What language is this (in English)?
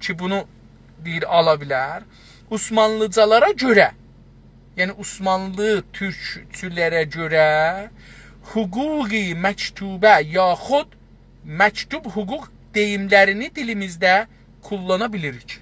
South Azerbaijani